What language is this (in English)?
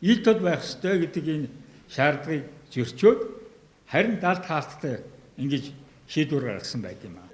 Mongolian